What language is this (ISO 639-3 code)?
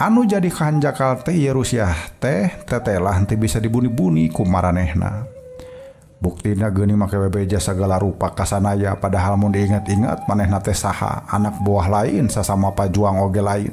sun